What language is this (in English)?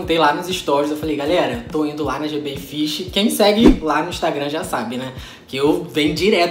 Portuguese